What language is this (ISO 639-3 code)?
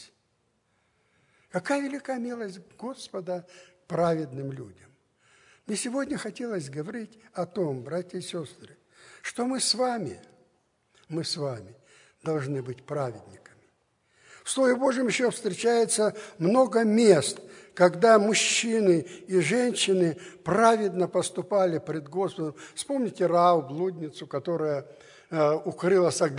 rus